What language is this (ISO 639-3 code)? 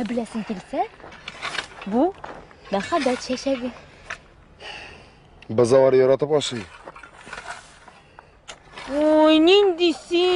tat